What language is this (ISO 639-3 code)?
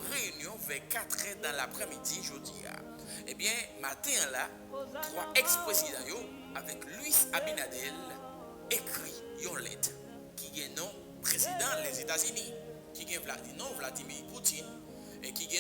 hat